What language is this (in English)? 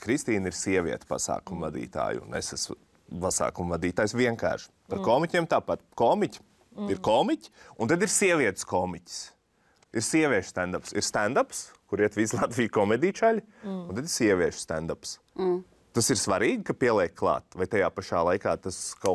Latvian